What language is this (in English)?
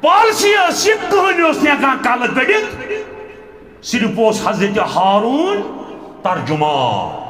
Kashmiri